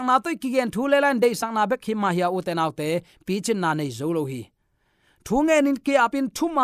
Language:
Tedim Chin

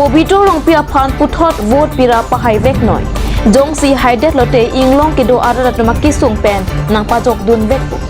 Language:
Karbi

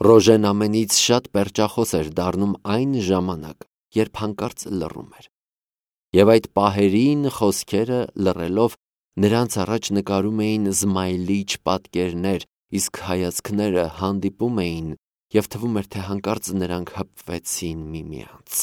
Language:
Armenian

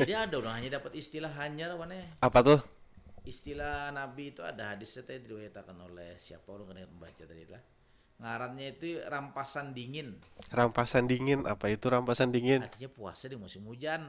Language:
Banjar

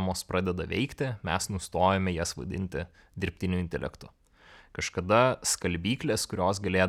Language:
Lithuanian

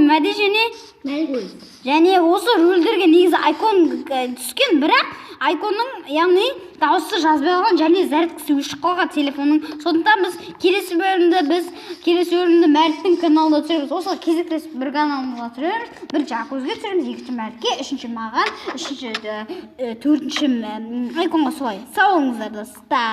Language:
Kazakh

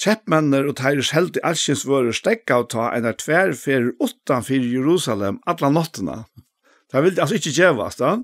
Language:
Faroese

